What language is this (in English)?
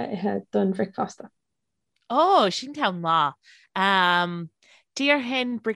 Irish